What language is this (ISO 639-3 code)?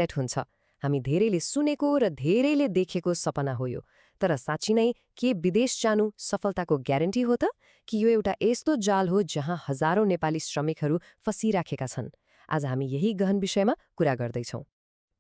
nep